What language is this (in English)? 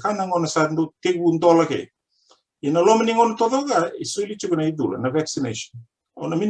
Fijian